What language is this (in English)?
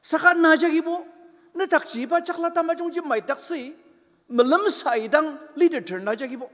Ao Naga